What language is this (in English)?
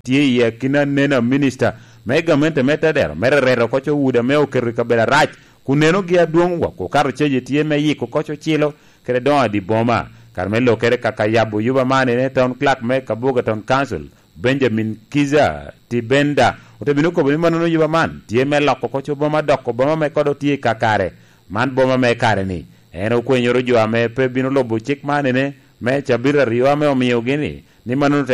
Lango (Uganda)